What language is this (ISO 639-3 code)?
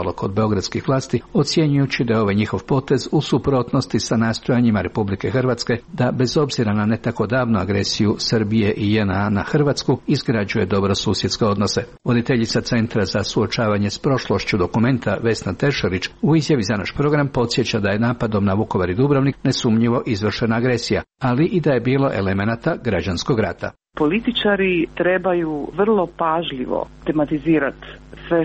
hrv